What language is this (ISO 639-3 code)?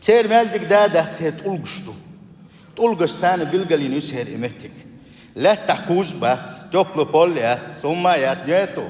che